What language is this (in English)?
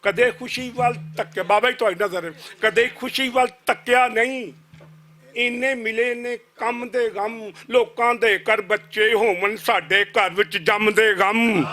Western Panjabi